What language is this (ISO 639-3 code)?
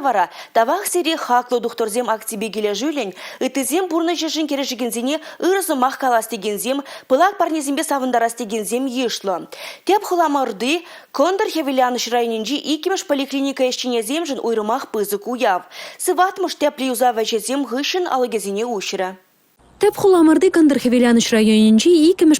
chv